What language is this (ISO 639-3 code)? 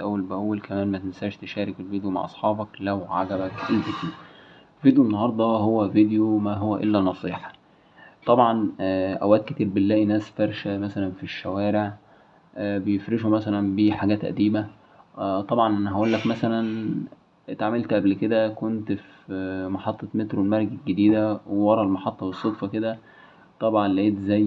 arz